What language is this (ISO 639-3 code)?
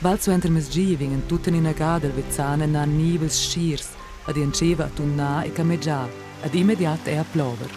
roh